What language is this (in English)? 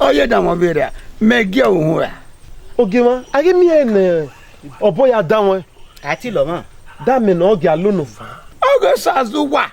Bini